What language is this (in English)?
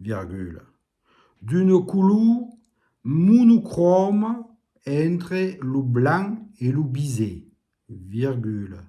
Occitan